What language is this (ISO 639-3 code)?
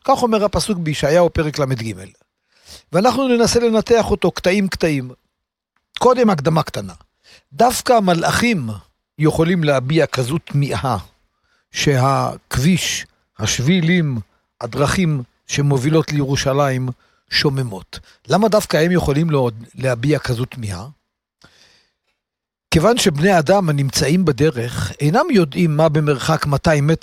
heb